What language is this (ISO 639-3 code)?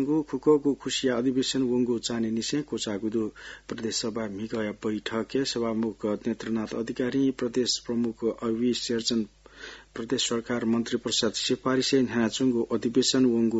new